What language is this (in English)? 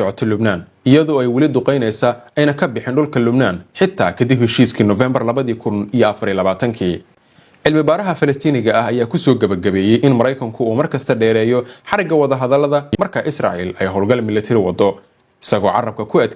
Somali